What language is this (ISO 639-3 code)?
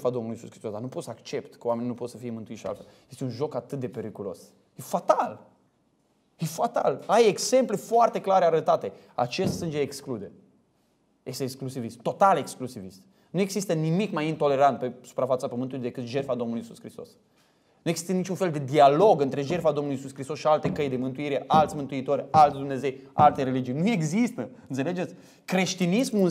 ron